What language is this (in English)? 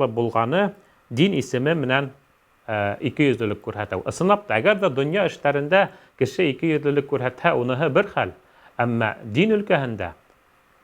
Bashkir